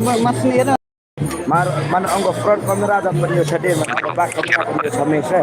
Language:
Khasi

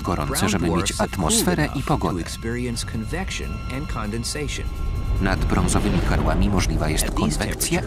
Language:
Polish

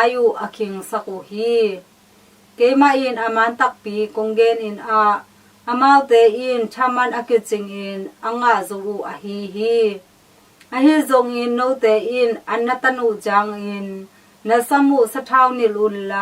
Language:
Tedim Chin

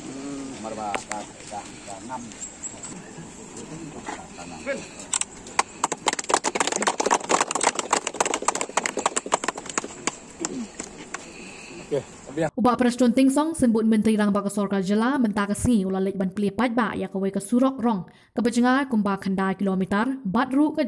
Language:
Khasi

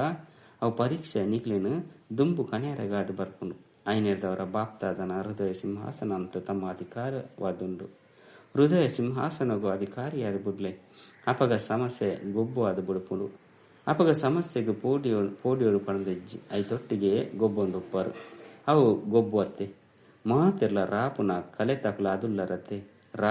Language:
Tulu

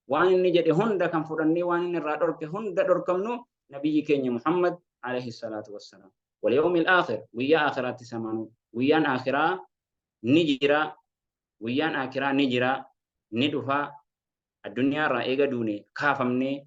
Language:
Oromo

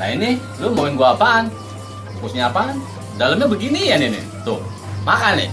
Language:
Betawi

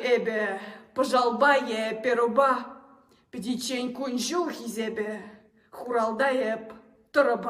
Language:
Chuvash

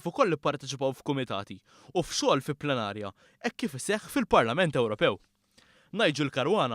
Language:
Maltese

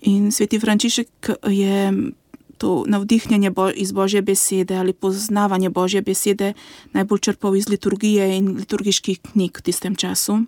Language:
Slovenian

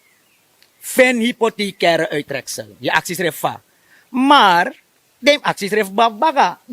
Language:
Sranan Tongo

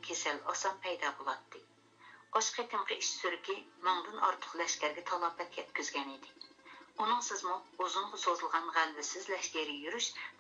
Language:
Uyghur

